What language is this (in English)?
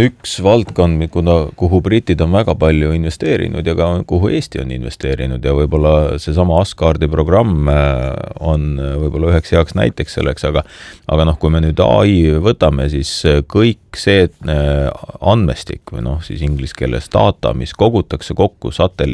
Estonian